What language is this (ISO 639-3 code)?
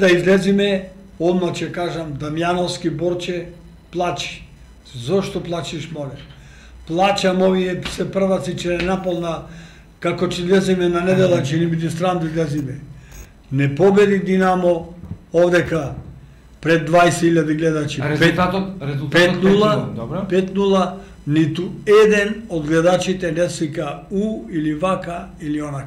mkd